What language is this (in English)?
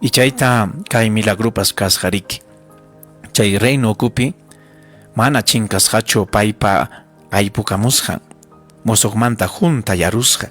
Ayacucho Quechua